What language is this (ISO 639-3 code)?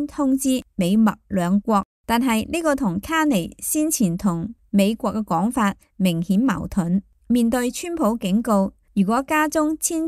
yue